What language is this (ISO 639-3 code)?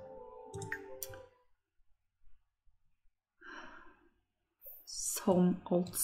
nor